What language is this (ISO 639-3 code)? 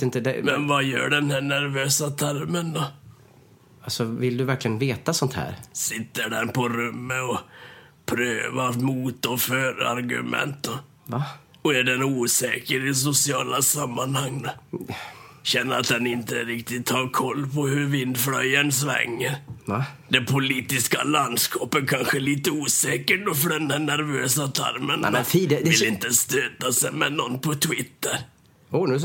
swe